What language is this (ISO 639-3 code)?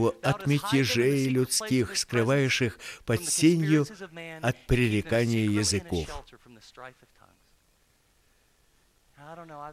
rus